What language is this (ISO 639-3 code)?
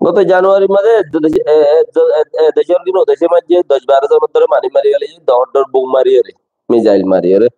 rhg